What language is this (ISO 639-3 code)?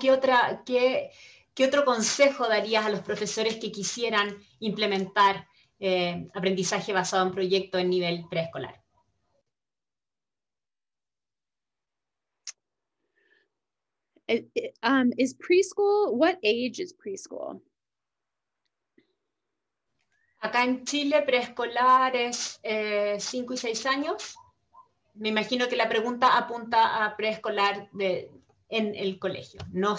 spa